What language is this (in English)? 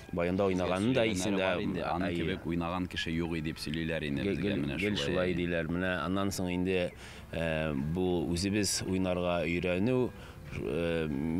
Tatar